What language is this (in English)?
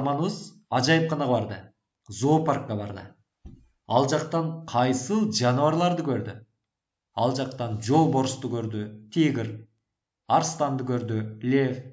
Kyrgyz